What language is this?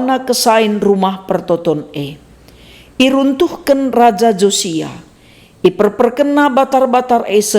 Batak Karo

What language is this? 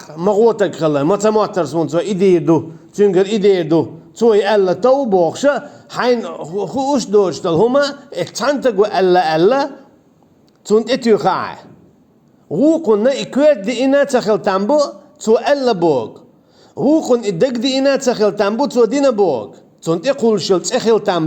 Chechen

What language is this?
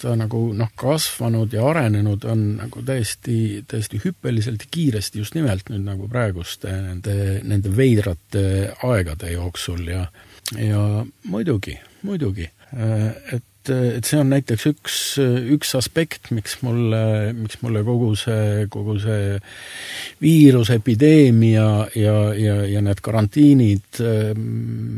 Estonian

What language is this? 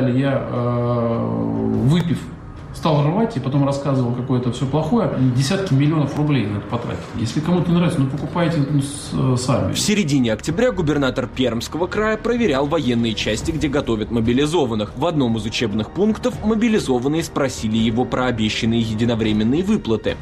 Russian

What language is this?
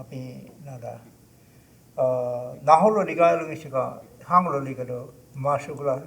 Choctaw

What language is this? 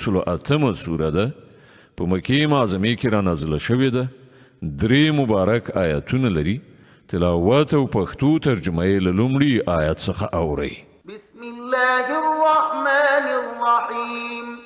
Pashto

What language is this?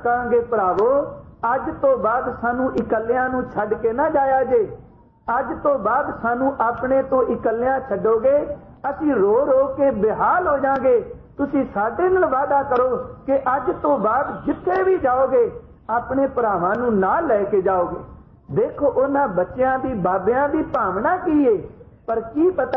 Punjabi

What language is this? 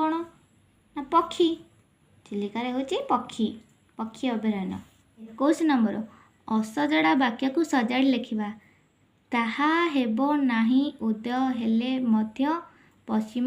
Odia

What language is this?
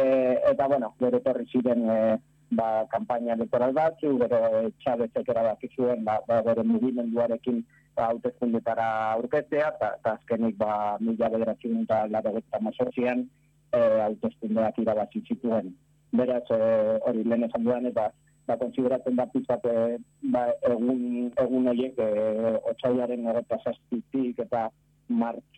Basque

